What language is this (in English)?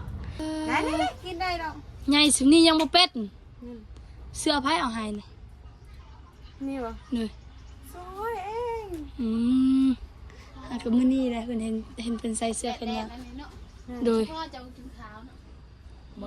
Northeastern Thai